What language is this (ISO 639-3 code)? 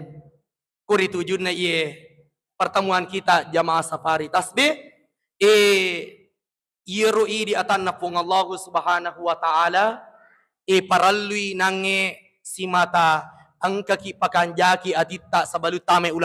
bug